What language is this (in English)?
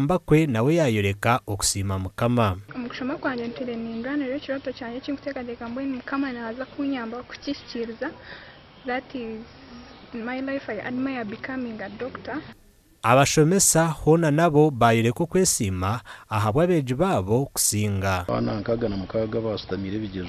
Nyankole